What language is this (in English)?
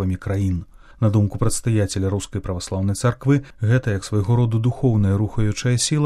Belarusian